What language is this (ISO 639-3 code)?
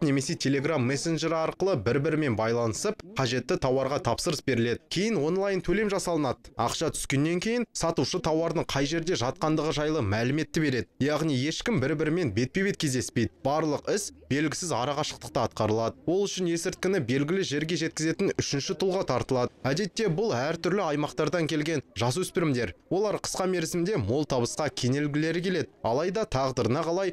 kaz